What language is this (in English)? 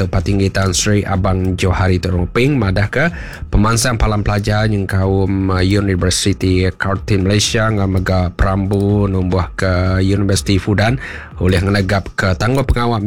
Iban